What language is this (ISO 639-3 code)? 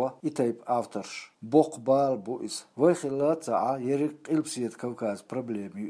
che